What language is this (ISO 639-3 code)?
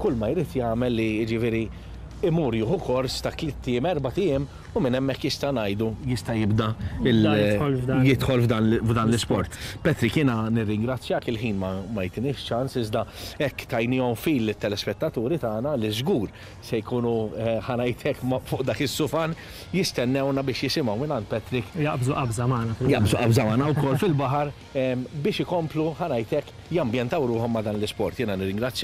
mlt